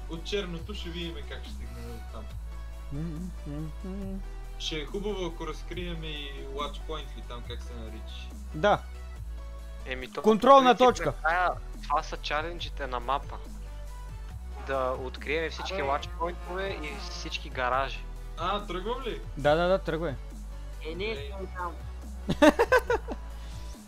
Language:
Bulgarian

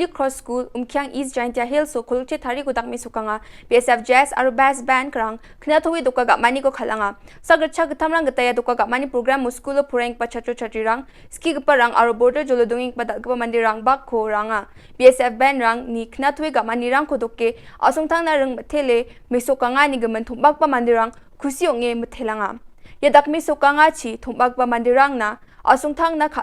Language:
Garo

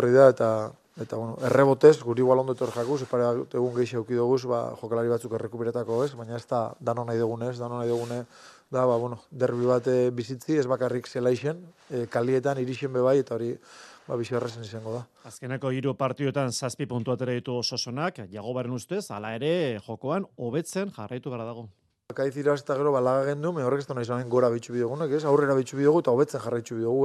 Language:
Basque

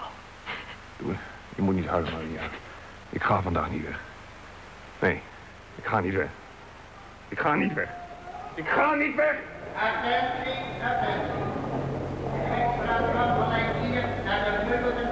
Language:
Dutch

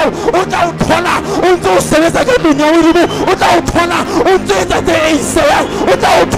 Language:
Southern Sotho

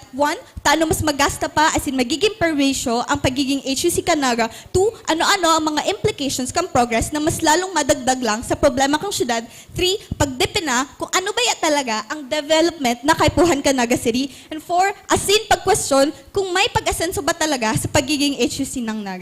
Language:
Bikol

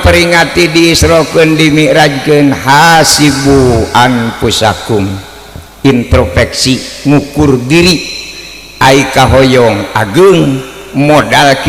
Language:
Sundanese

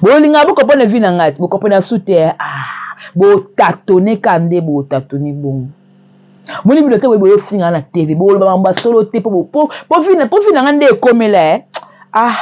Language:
Lingala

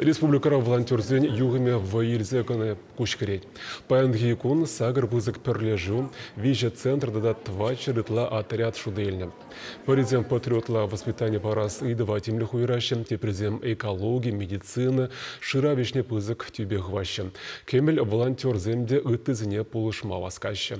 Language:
Chuvash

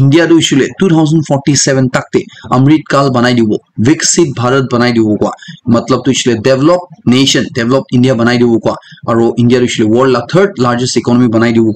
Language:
Naga Pidgin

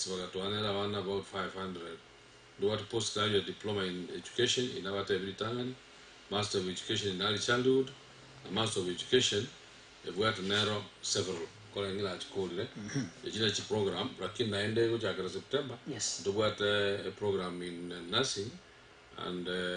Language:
Gusii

